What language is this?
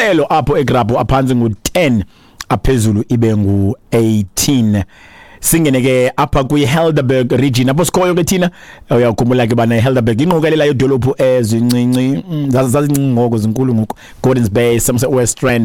Xhosa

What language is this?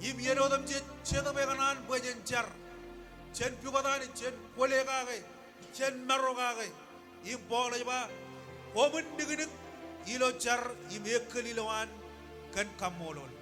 Marshallese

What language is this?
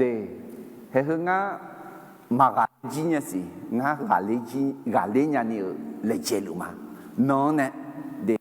Akha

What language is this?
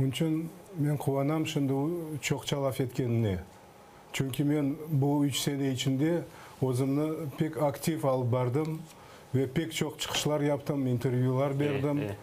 Crimean Tatar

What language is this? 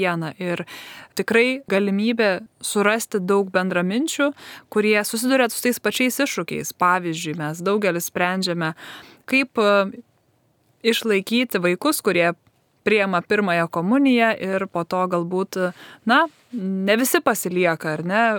Lithuanian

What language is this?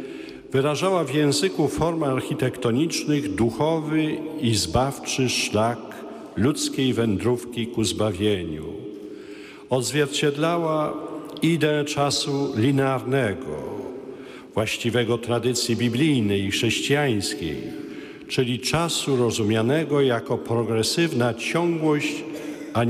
Polish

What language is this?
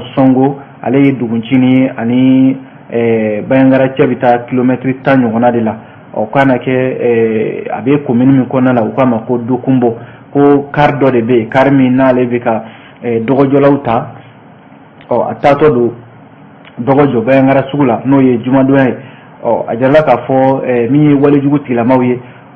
Bambara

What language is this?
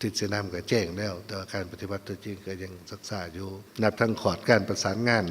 Lao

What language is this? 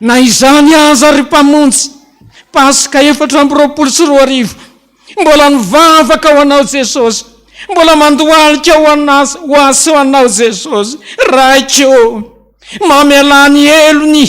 Malagasy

